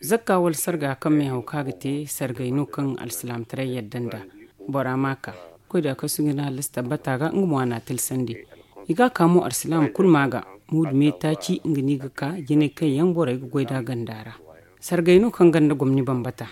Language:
Zarma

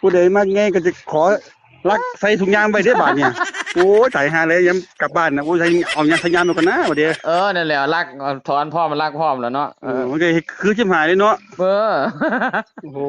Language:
Northeastern Thai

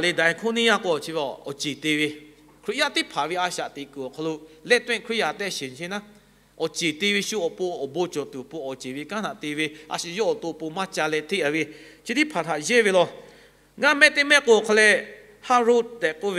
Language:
Lahu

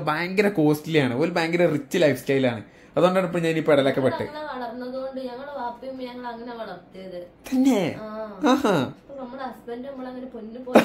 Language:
Malayalam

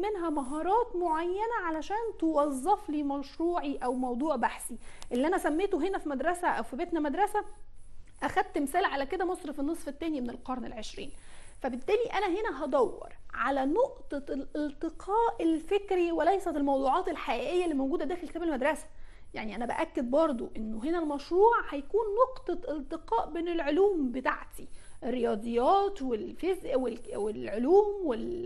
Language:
Egyptian Arabic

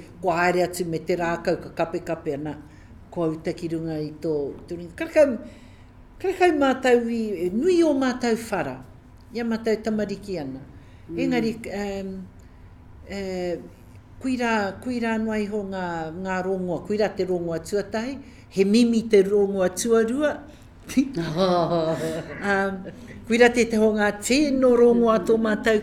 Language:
Māori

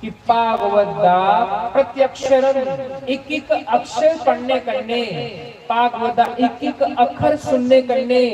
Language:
Dogri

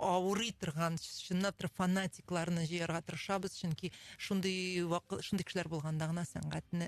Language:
Tatar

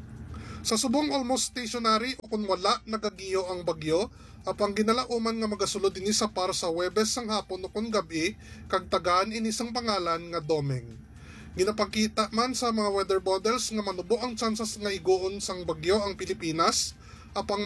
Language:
Hiligaynon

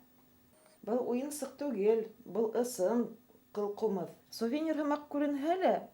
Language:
Bashkir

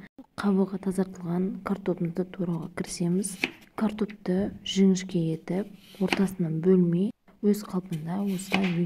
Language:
Kazakh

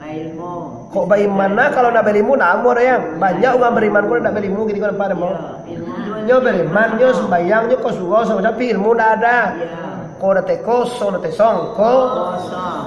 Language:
Minangkabau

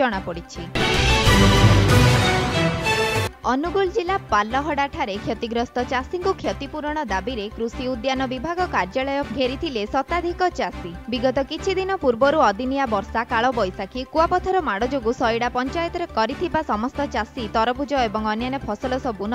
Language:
Odia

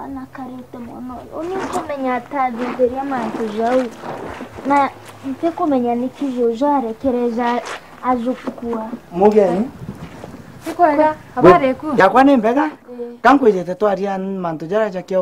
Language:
Meru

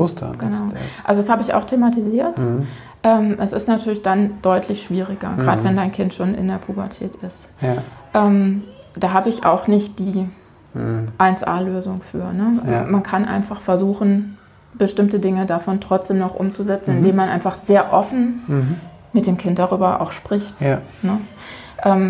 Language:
German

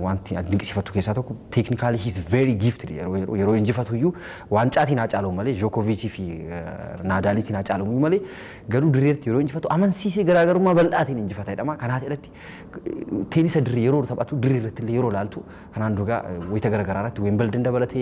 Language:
Oromo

